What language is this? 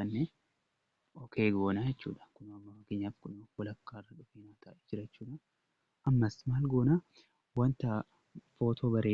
Oromo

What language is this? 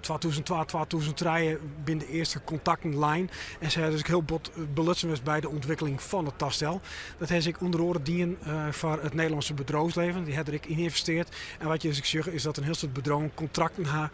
Western Frisian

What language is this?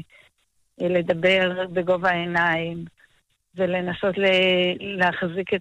Hebrew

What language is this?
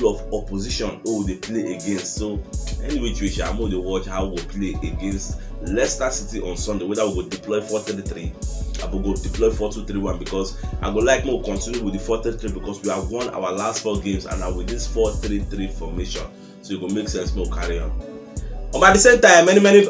Nigerian Pidgin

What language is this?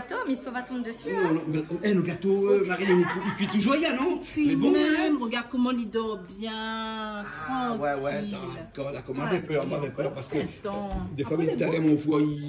Réunion Creole French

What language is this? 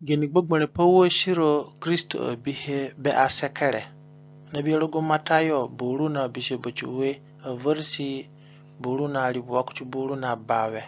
Zande (individual language)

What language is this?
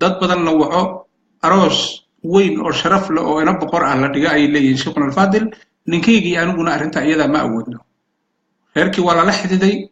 Somali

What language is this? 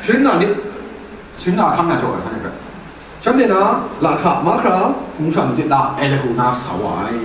Kachin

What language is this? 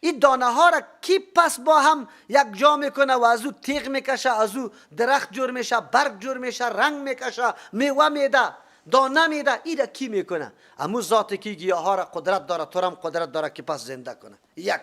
Persian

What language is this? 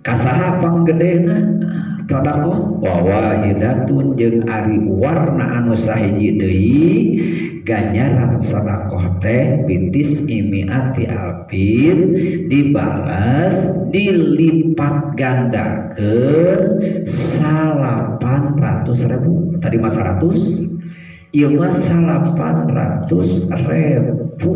Sundanese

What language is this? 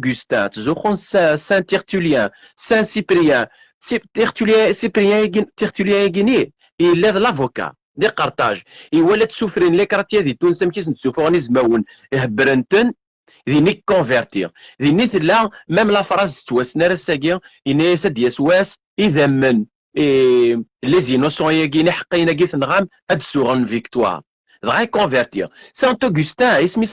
Kabyle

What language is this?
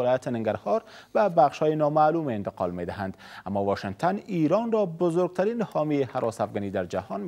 Persian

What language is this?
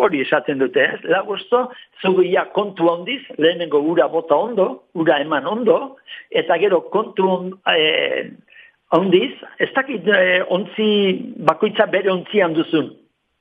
Basque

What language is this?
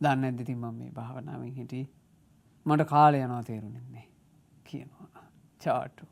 Sinhala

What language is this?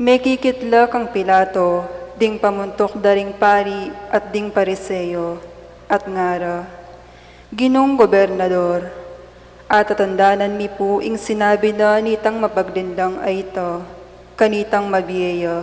Pampanga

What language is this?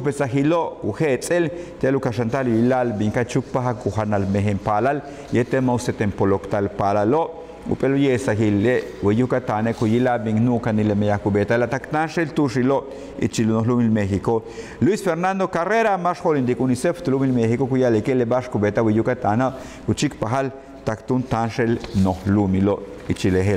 Yucateco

